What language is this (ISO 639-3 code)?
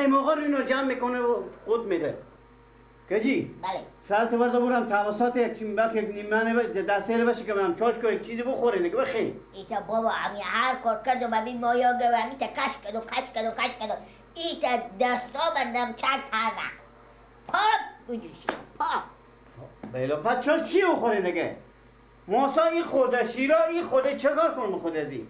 fas